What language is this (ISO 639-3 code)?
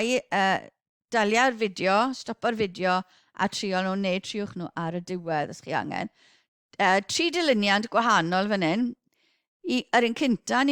cym